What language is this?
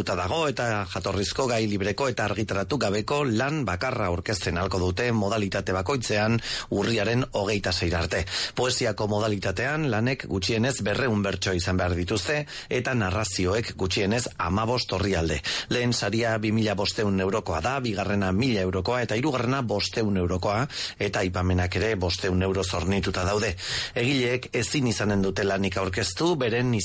Basque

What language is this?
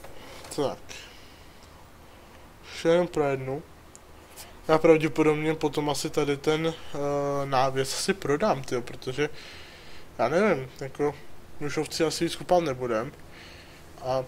Czech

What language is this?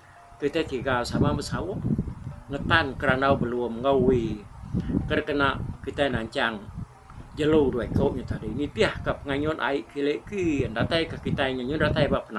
Iban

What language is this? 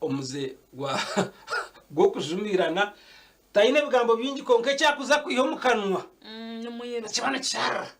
Nyankole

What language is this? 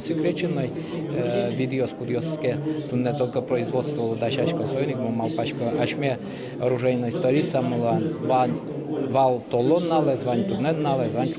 Udmurt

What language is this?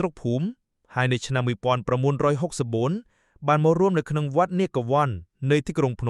Khmer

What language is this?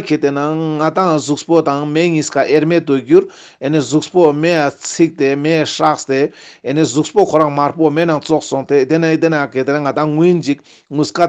Ladakhi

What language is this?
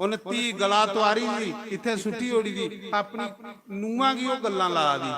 Dogri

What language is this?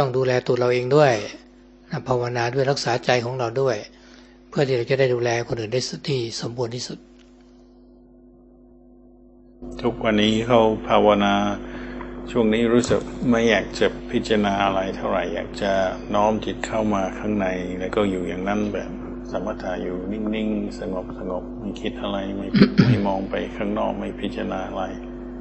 Thai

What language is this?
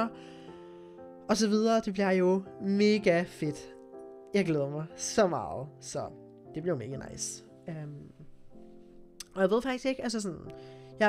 Danish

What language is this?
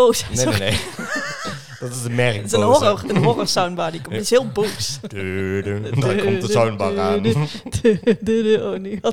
Dutch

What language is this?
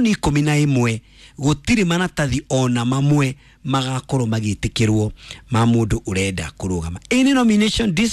Kikuyu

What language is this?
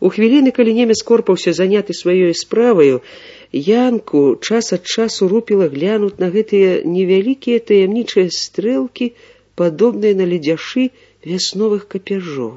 Belarusian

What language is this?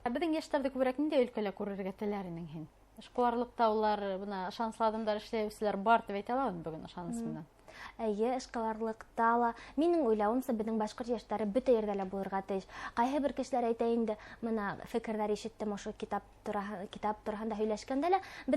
Bashkir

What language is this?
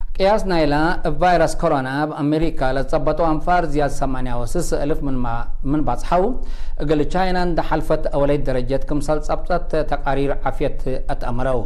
Tigre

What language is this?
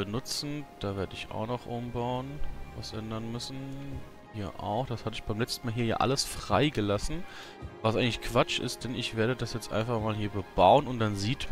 German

